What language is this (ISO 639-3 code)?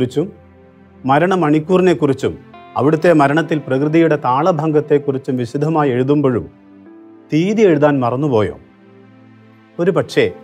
mal